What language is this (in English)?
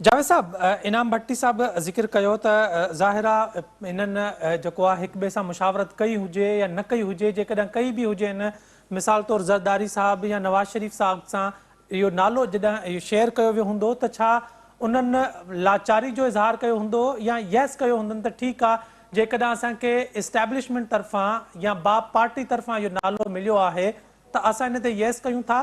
Sindhi